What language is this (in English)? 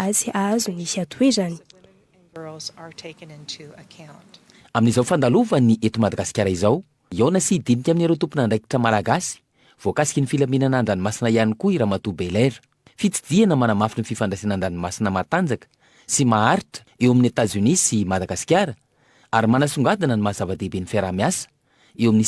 Malagasy